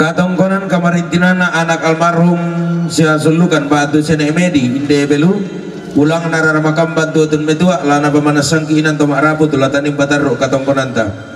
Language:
Toraja-Sa'dan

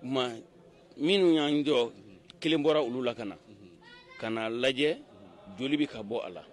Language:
Bambara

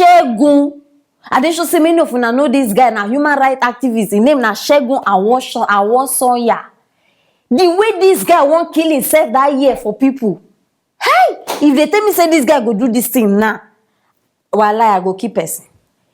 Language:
Nigerian Pidgin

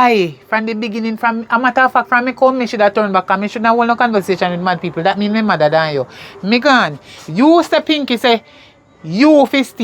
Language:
Jamaican Creole English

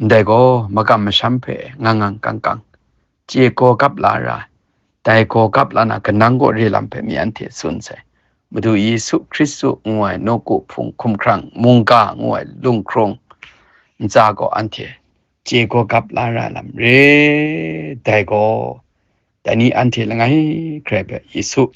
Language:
Kachin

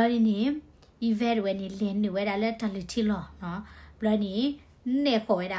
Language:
S'gaw Karen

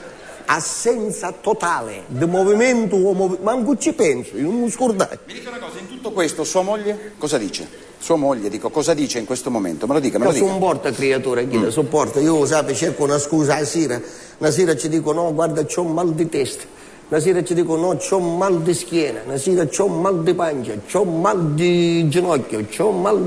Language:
Sicilian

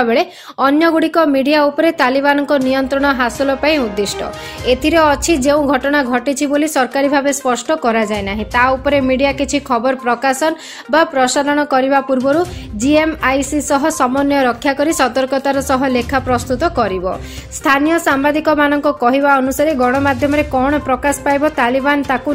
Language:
Odia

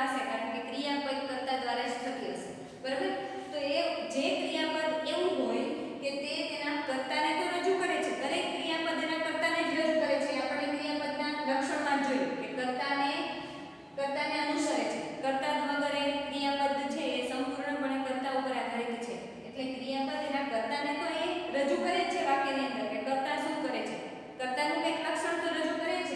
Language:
Gujarati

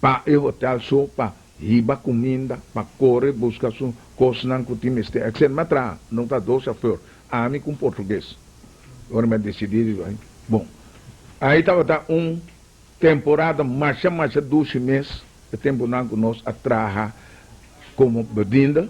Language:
Papiamento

